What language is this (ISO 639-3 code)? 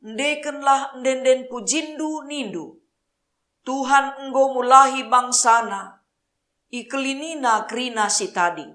btx